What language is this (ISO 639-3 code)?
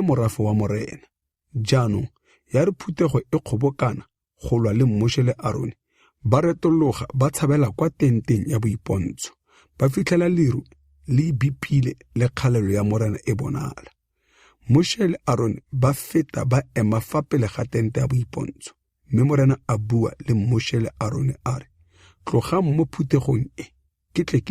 tsn